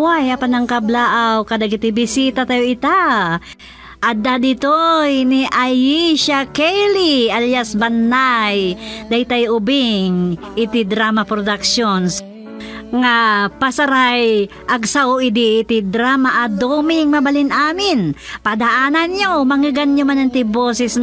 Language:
Iloko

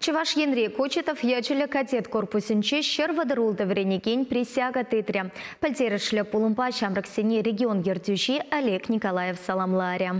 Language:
Chuvash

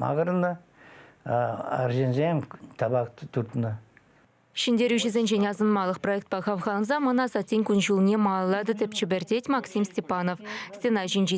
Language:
Chuvash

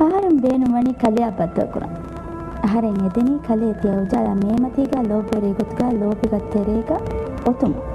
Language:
Divehi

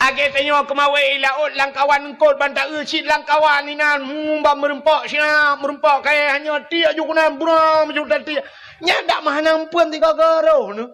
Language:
Achinese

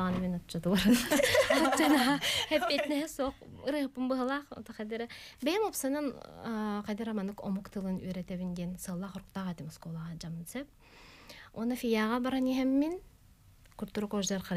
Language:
Yakut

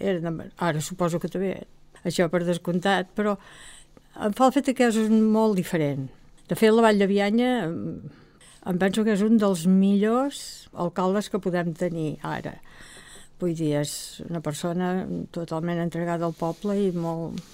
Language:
Catalan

